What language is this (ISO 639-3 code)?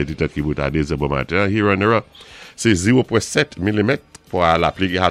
acf